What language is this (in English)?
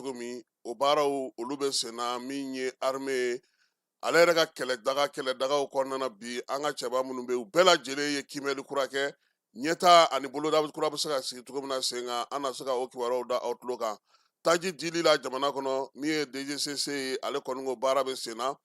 Bambara